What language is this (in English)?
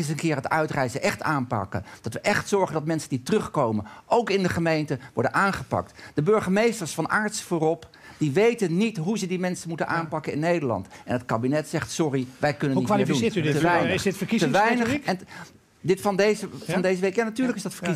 Dutch